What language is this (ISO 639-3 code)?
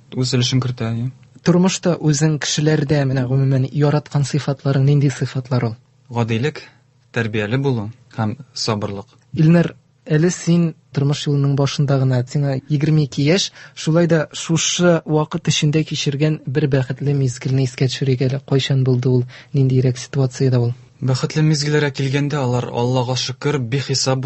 tat